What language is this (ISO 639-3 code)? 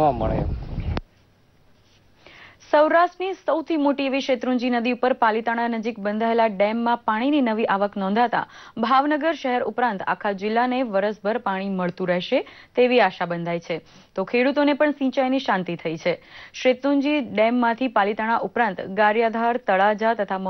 guj